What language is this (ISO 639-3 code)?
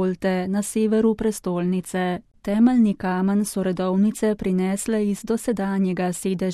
slv